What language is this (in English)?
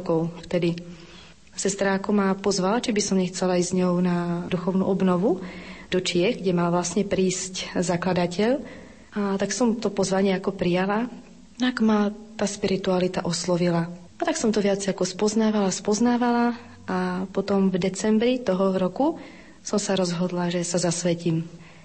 Slovak